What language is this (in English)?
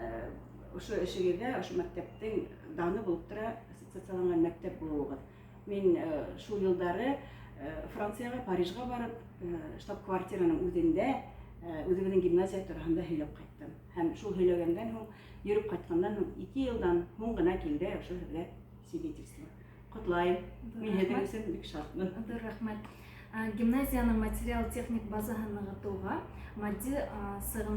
Bashkir